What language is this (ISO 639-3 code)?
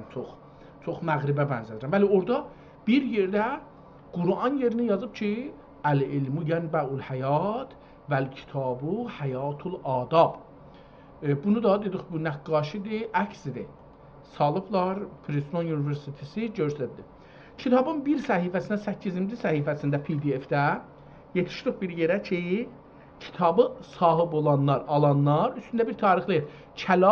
azb